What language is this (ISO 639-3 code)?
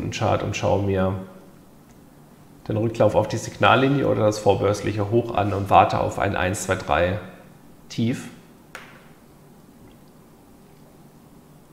deu